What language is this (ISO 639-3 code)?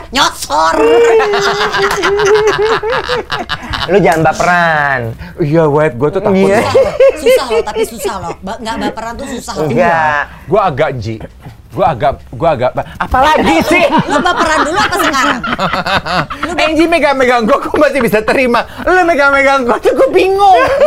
ind